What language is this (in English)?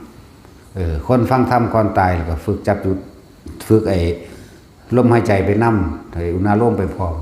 Northeastern Thai